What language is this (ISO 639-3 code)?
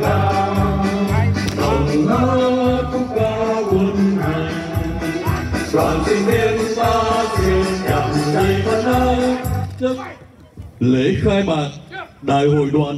vie